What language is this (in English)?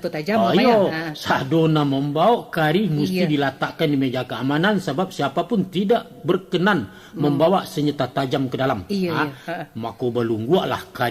Minangkabau